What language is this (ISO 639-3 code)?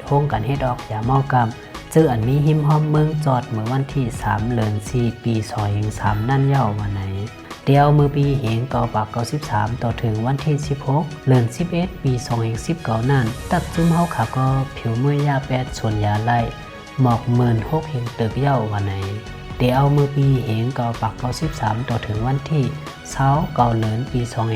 shn